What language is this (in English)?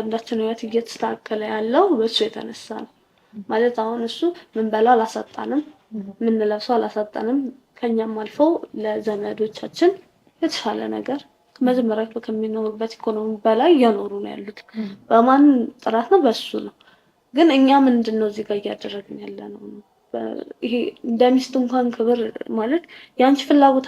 Amharic